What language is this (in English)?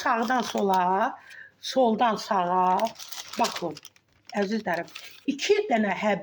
Azerbaijani